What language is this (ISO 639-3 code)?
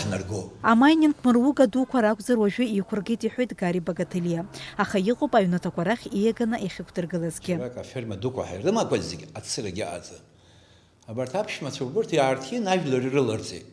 abk